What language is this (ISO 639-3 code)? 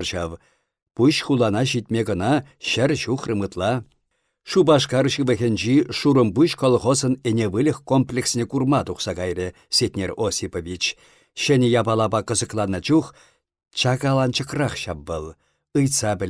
chv